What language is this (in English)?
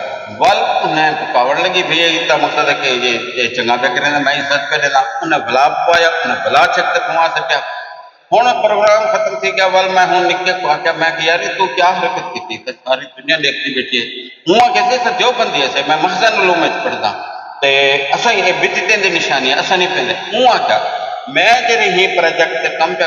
Saraiki